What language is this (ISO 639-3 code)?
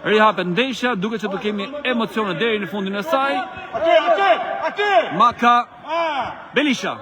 sqi